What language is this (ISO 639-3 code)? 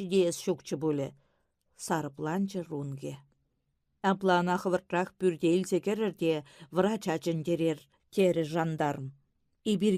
chv